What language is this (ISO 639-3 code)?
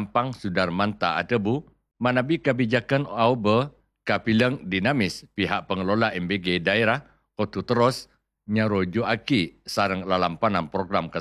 mad